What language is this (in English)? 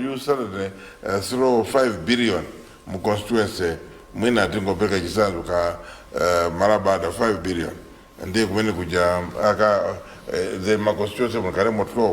Nyanja